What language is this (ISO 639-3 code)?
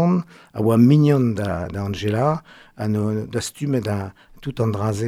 bre